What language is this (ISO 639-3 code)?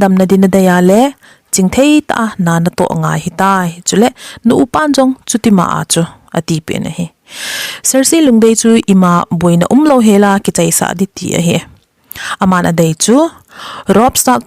tcz